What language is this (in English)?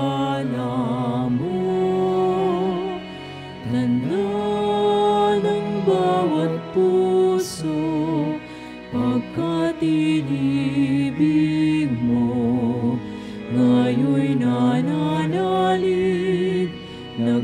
Filipino